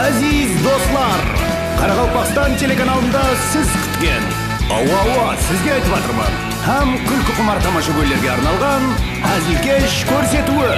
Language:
Kara-Kalpak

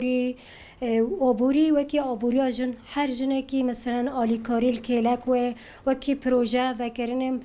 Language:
Kurdish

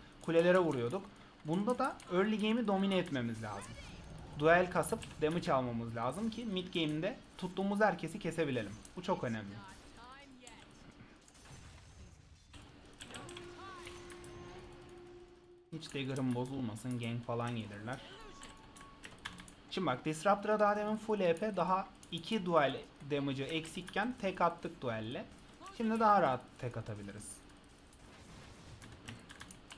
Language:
Turkish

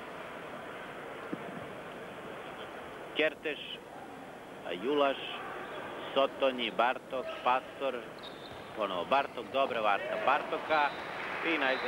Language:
Serbian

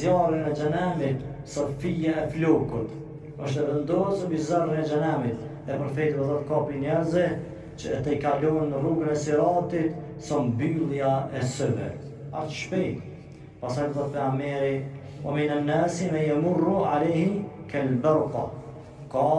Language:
Albanian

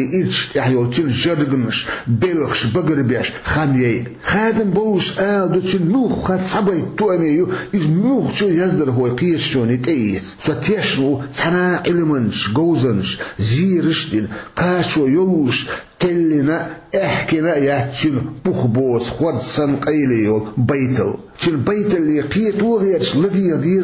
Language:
Chechen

